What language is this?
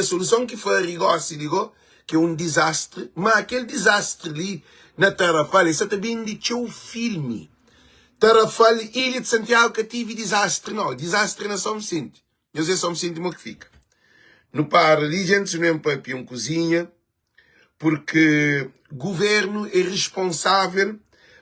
Kabuverdianu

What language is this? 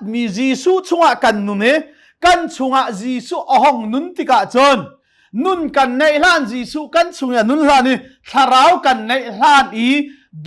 Hakha Chin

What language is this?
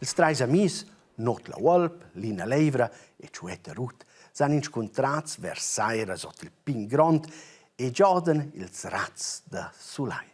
Romansh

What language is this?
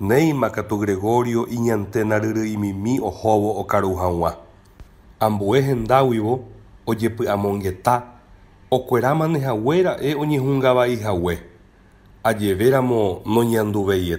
Guarani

